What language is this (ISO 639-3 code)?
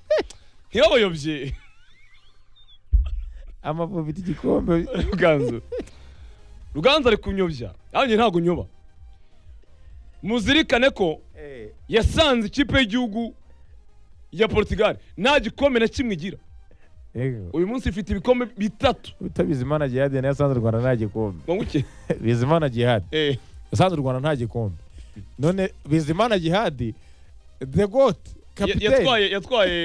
kin